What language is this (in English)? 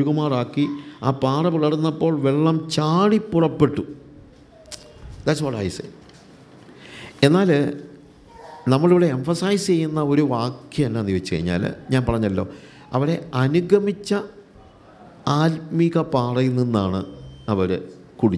Malayalam